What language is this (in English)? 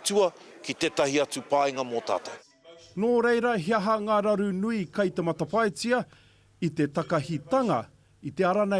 Māori